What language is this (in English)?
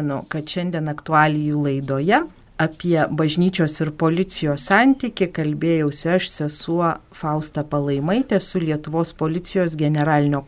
Lithuanian